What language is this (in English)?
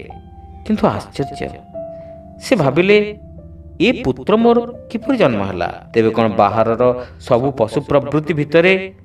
Odia